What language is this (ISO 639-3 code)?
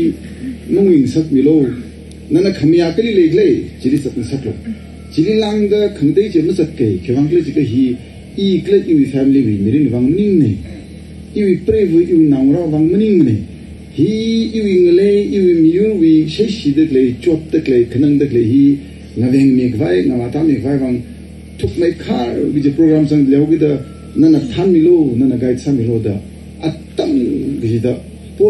nmf